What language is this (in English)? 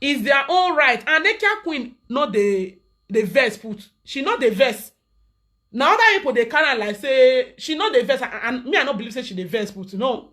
Nigerian Pidgin